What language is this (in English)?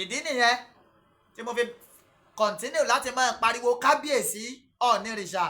Yoruba